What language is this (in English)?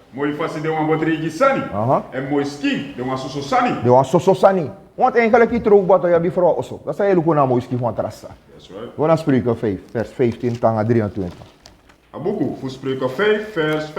Sranan Tongo